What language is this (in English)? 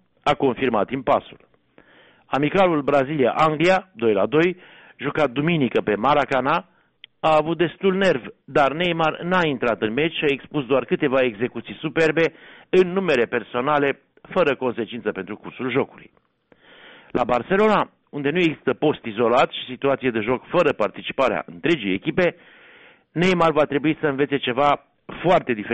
Romanian